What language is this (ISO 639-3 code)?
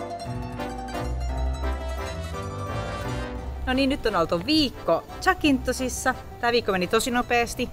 fin